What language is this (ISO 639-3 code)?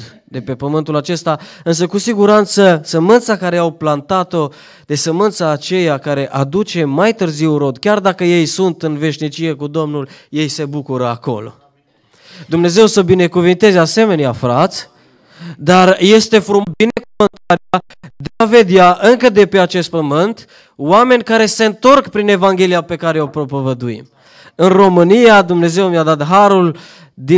ron